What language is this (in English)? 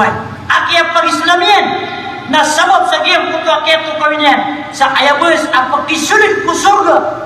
Maranao